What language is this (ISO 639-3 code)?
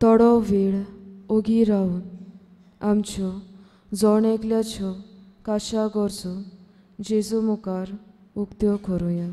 kok